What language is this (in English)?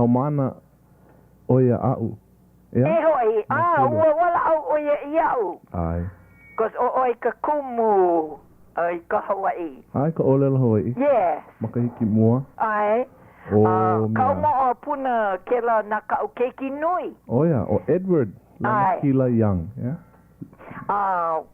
Hawaiian